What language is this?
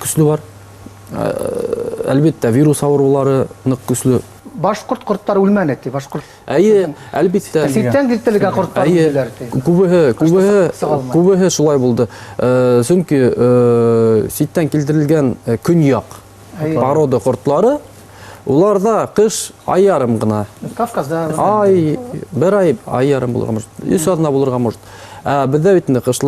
Bashkir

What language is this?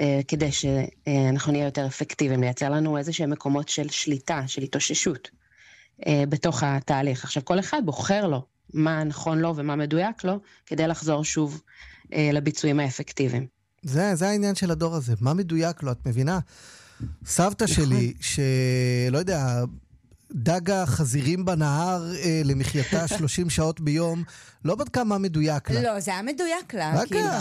Hebrew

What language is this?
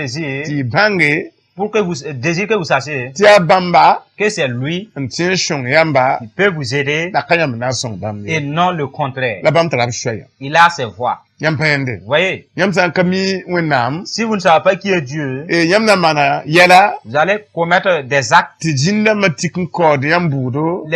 Mossi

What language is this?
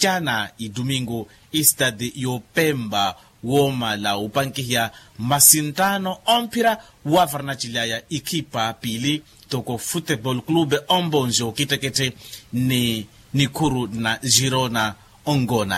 Makhuwa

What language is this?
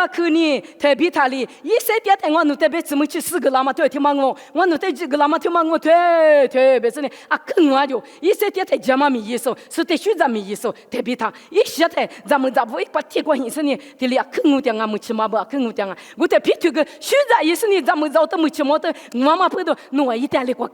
Lisu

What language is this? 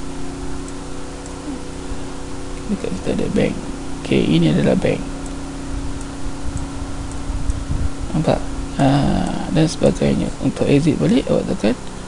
Malay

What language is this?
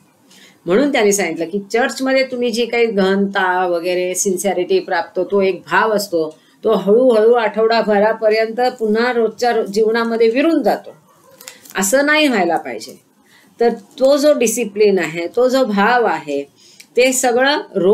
Marathi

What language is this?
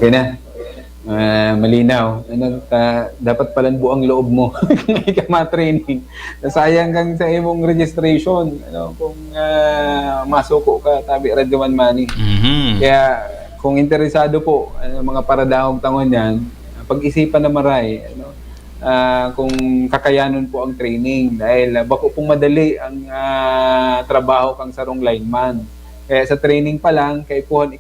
Bikol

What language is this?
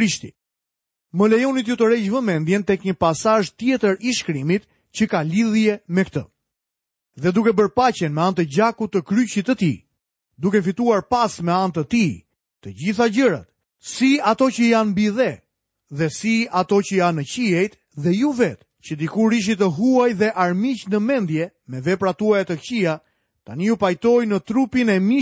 Albanian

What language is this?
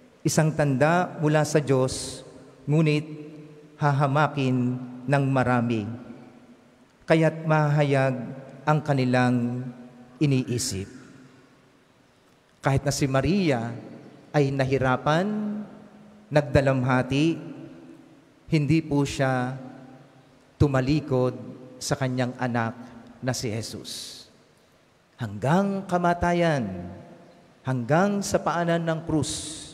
Filipino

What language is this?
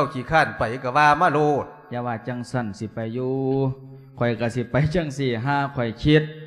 Lao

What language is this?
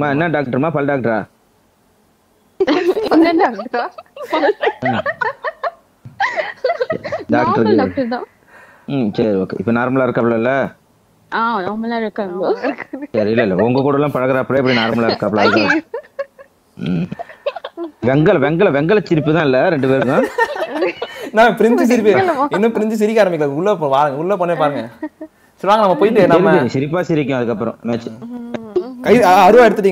Tamil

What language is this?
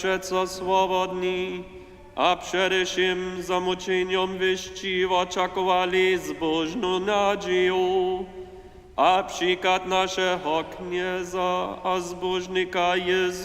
Upper Sorbian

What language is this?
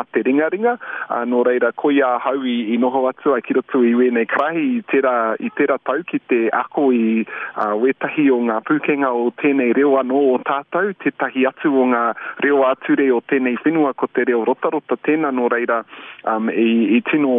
Māori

